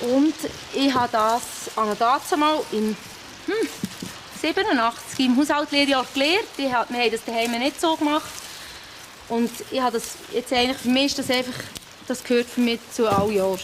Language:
Swiss German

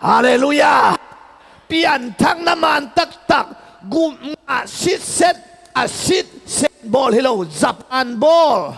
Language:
Tedim Chin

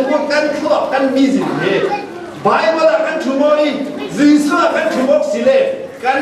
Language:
Falam Chin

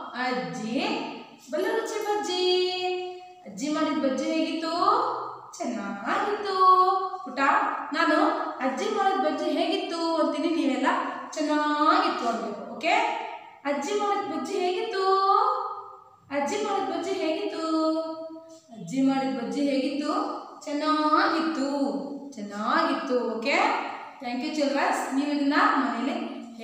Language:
Kannada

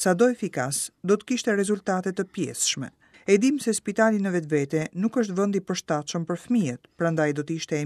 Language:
Albanian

